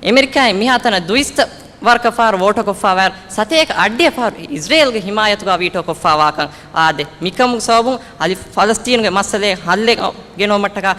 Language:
Divehi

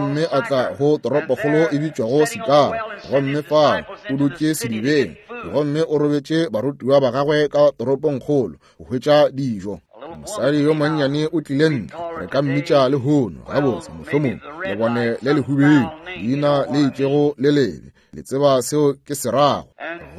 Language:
Northern Sotho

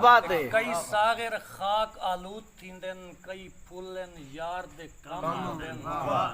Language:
Saraiki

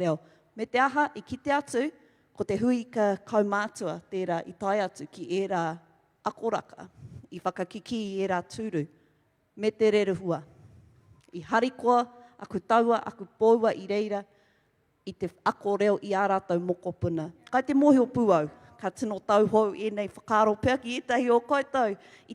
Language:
Māori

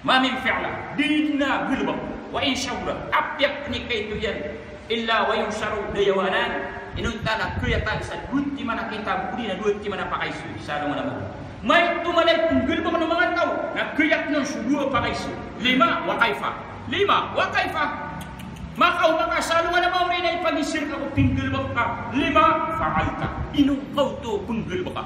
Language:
Maranao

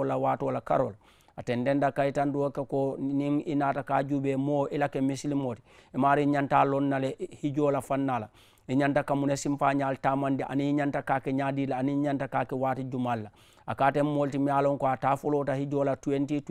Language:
Mandingo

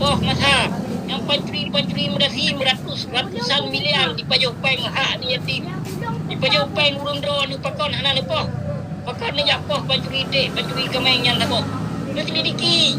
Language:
Achinese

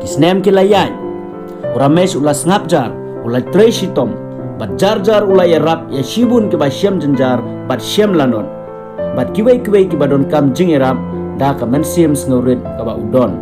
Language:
Khasi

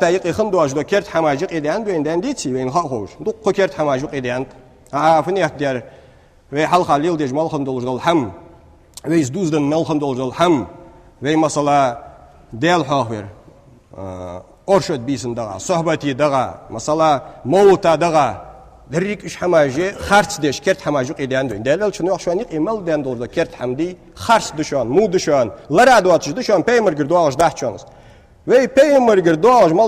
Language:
Ingush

